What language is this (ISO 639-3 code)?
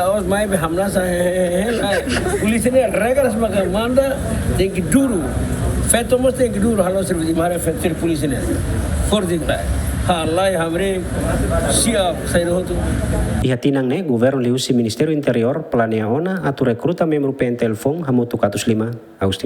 tet